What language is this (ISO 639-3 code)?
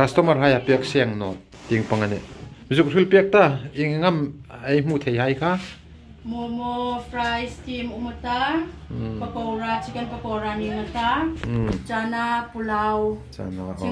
hmr